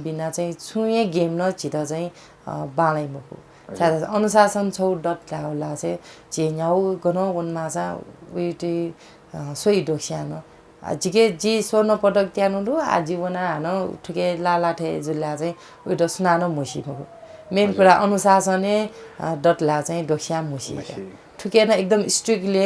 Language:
Newari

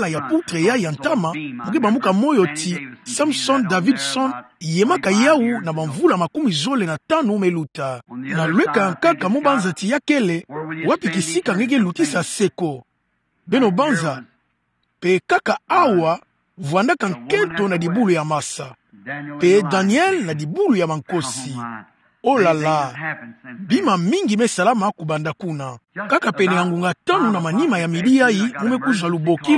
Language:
Kituba (Democratic Republic of Congo)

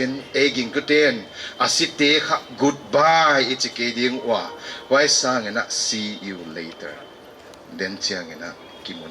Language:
Paite Chin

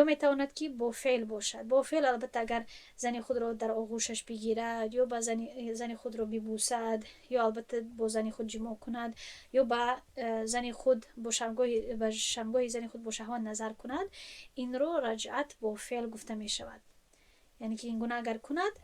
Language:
Tajik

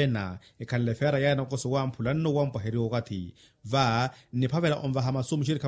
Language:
Makhuwa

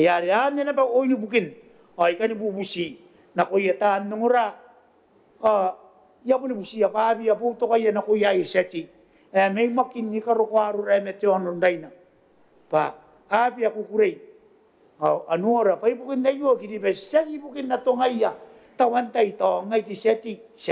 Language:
Gilbertese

